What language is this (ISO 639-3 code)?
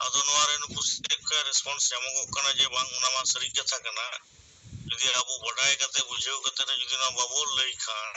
sat